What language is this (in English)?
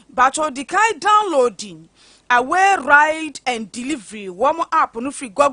Akan